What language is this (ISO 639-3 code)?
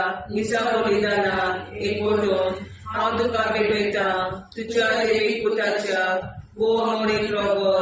kok